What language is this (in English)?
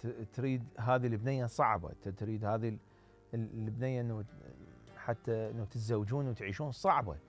Mesopotamian Arabic